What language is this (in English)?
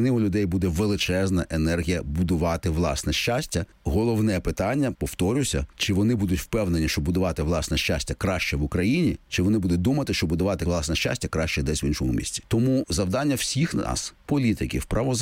Ukrainian